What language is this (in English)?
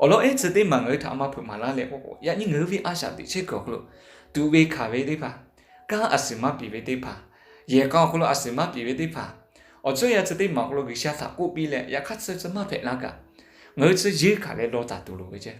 Lahu